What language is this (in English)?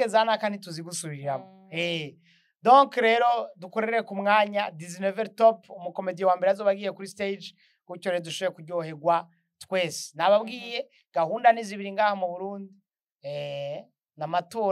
Rundi